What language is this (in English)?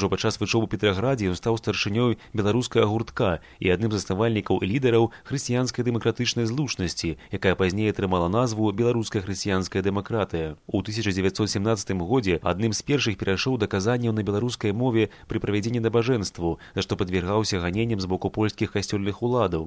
Belarusian